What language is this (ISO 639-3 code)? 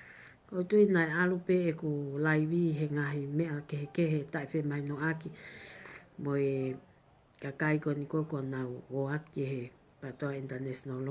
ton